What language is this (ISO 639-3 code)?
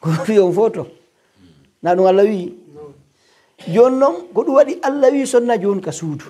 fuf